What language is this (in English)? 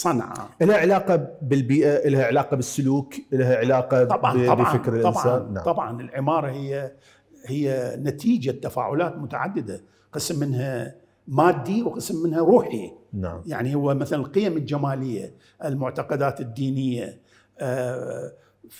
Mesopotamian Arabic